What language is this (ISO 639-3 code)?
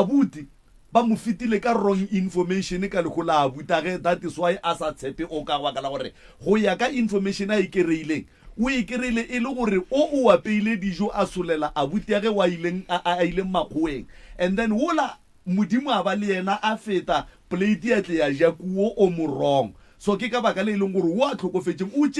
nso